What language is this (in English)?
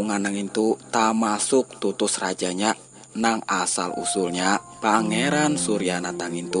Banjar